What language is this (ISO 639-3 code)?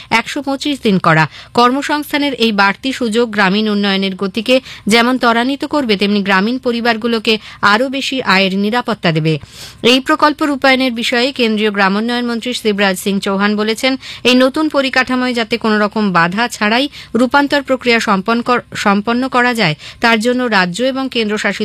ben